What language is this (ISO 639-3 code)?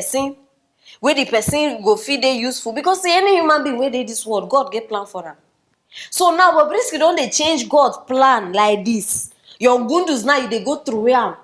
pcm